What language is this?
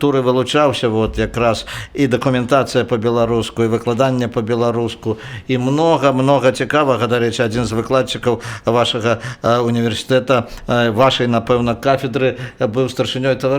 Belarusian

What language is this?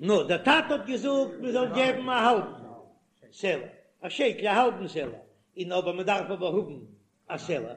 Yiddish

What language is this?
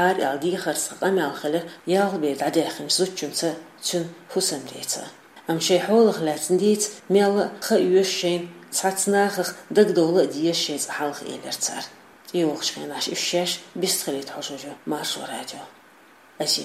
Chechen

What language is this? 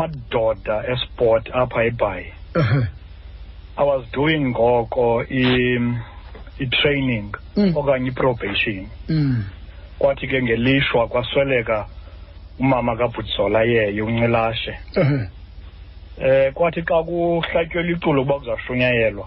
Xhosa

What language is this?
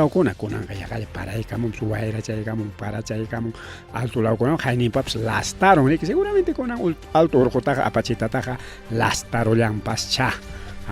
Ayacucho Quechua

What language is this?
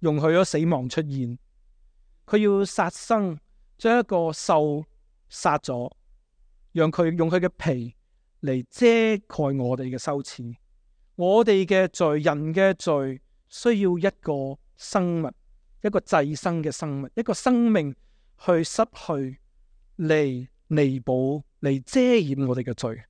Cantonese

